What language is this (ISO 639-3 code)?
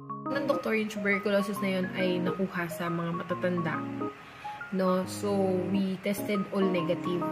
fil